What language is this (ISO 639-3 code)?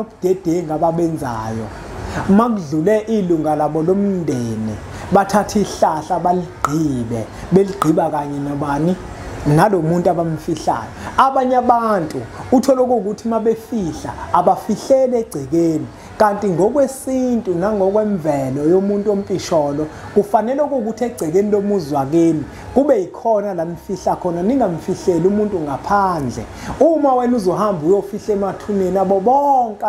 zul